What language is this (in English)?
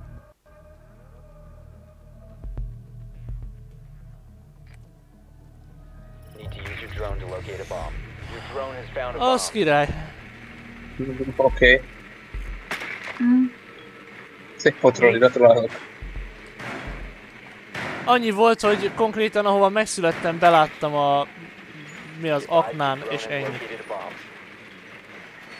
Hungarian